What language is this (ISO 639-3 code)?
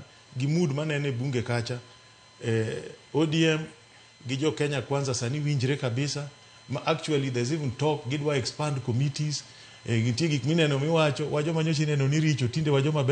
luo